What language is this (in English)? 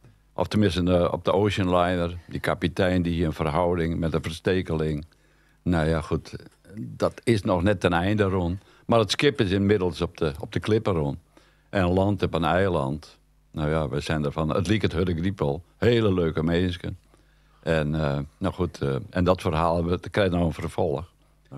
Western Frisian